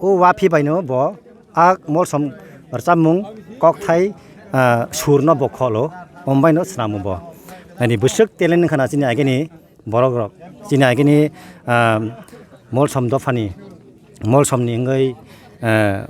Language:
Kok Borok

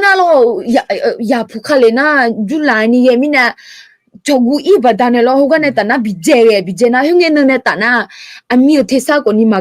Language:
Akha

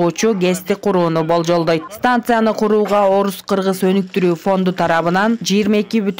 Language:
Kyrgyz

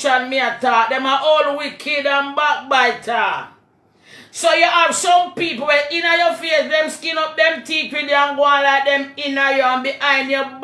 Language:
Jamaican Creole English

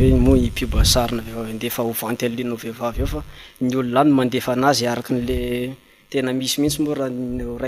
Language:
Malagasy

